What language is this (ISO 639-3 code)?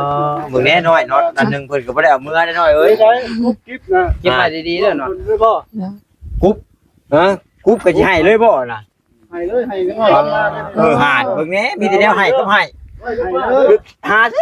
tts